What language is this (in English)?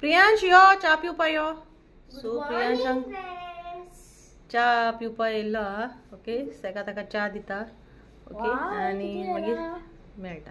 Konkani